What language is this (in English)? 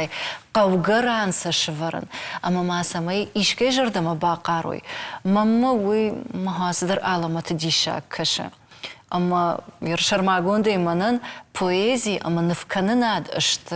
Ossetic